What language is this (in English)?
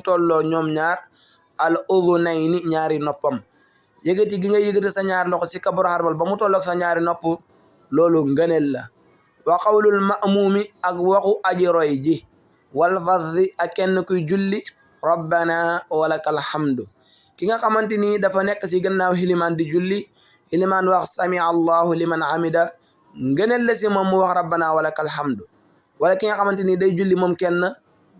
Wolof